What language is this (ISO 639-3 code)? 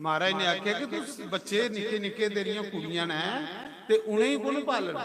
doi